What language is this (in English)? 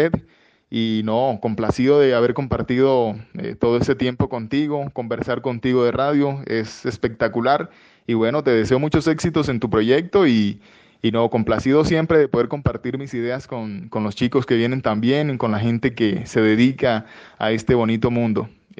Spanish